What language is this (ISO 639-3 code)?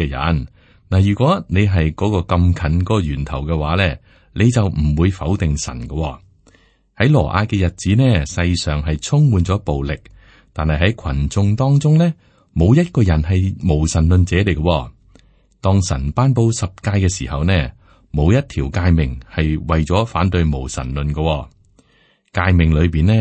yue